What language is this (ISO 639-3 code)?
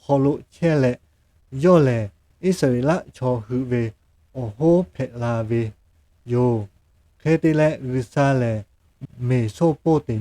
lhu